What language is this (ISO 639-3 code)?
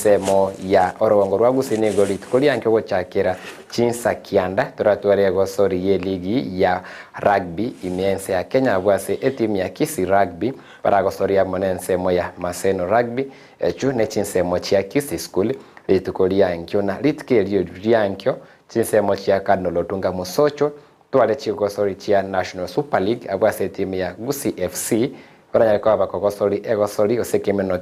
guz